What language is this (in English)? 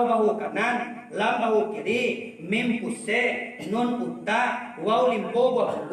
Minangkabau